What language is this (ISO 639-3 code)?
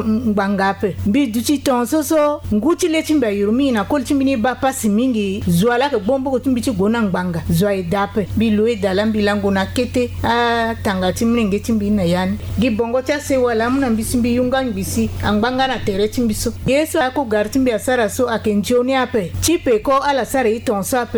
sag